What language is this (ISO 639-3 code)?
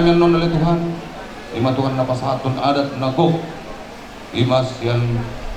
bbc